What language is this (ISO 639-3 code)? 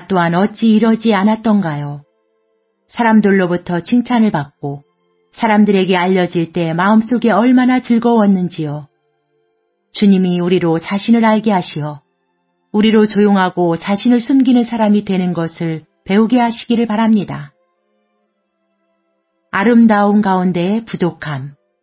kor